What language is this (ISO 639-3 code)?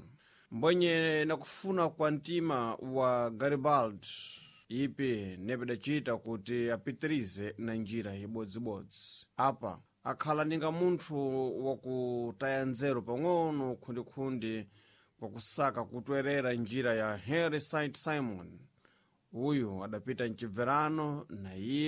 seh